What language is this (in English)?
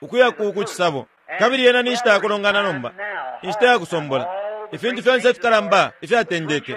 Bemba